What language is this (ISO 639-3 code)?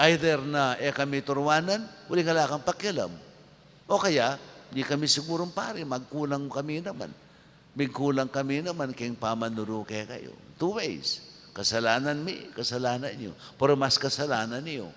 pam